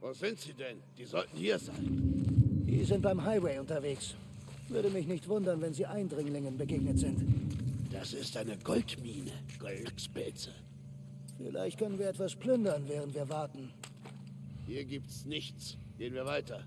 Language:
Bavarian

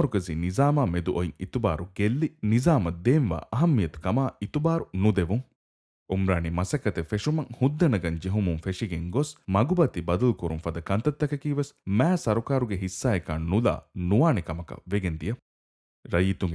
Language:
Divehi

